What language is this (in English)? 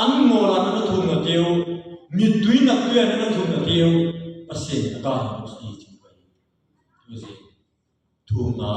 Tedim Chin